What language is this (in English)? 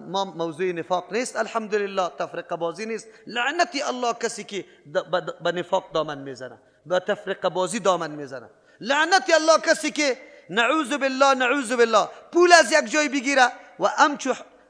Persian